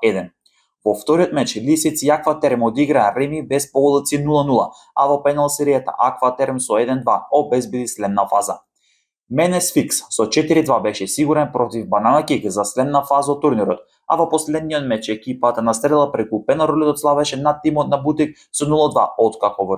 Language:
Macedonian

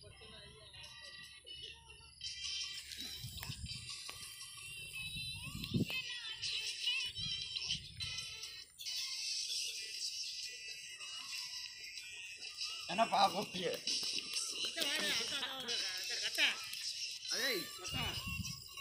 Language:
Tamil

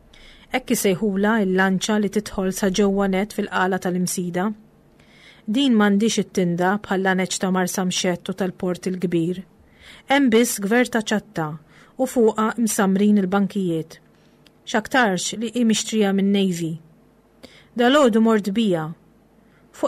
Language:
Maltese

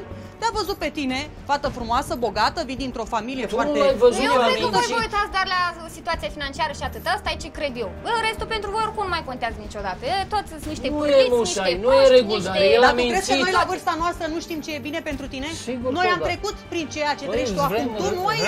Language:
Romanian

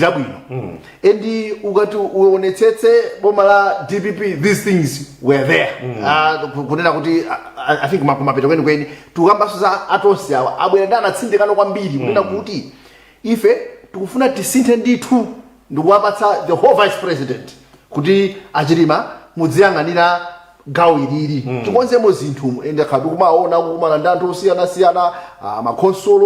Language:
Nyanja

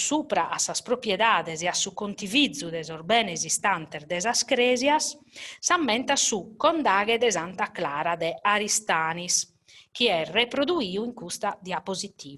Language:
Sardinian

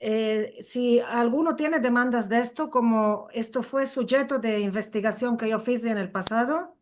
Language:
Ladino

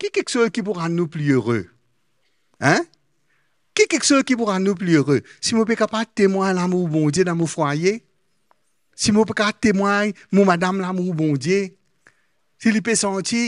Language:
Morisyen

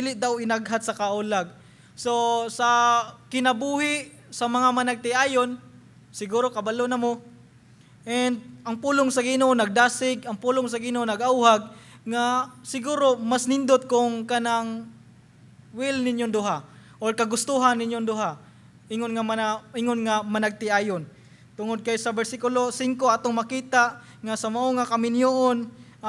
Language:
Cebuano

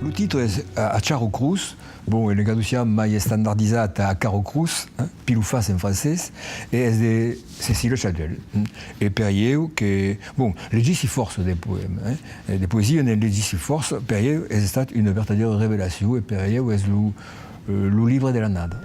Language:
Occitan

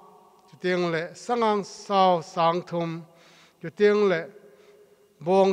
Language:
Thado Chin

